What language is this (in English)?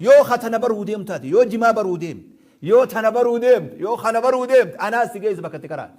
Oromo